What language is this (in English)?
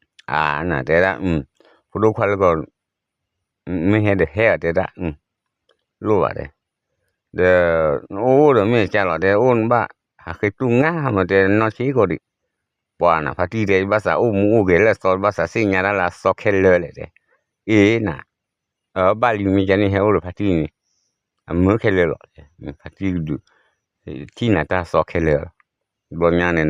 S'gaw Karen